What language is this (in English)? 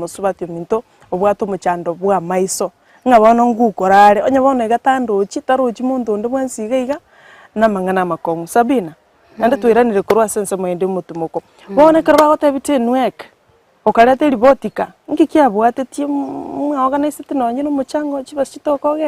Gusii